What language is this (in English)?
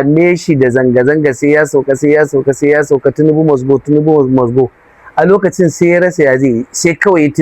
Hausa